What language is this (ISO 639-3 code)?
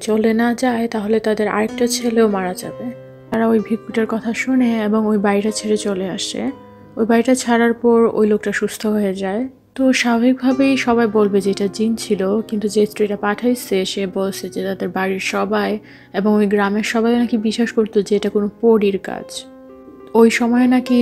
ben